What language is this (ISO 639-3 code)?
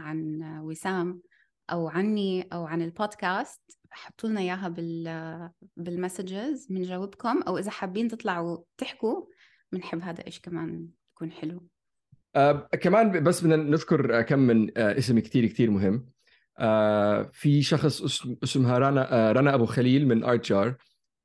apc